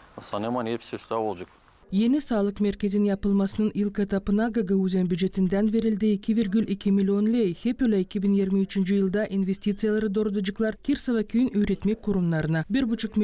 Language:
Gagauz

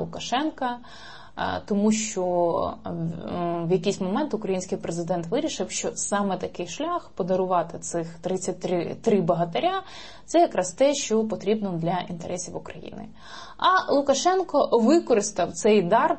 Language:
Ukrainian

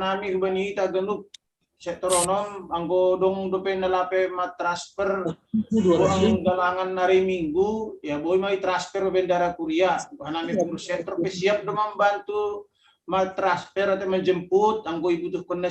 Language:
Batak Simalungun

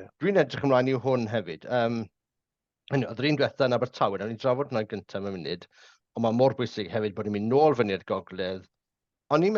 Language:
Welsh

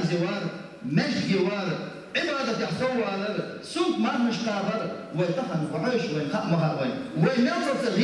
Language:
Chechen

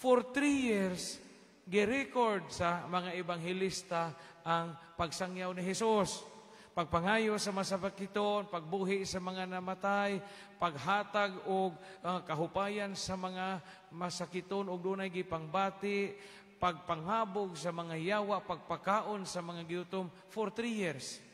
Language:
Cebuano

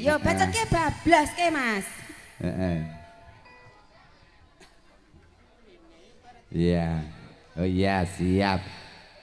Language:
Javanese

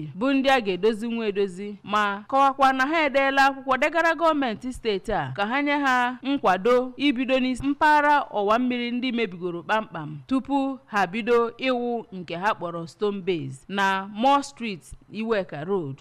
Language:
Igbo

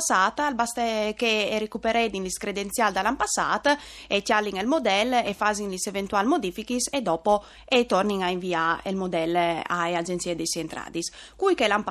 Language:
Friulian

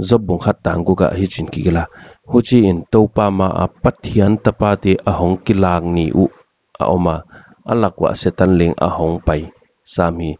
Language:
Paite Chin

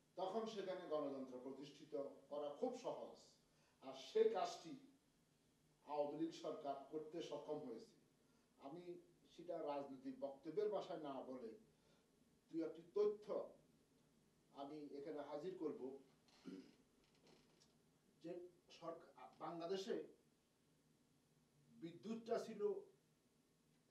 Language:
Bangla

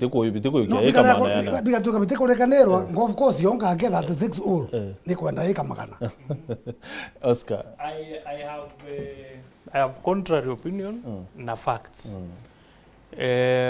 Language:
Meru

